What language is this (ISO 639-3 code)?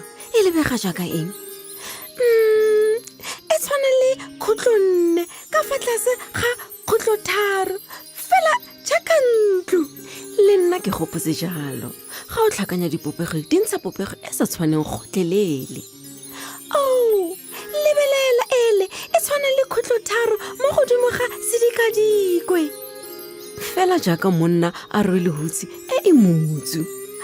tsn